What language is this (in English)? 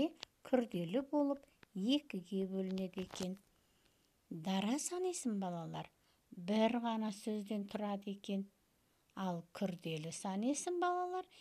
Kazakh